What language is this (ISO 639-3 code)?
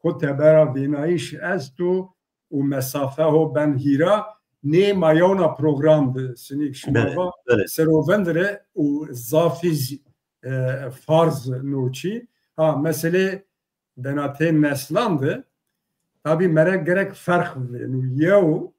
zza